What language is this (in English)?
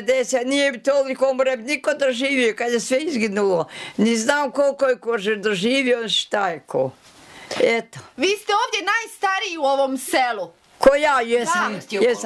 Bosnian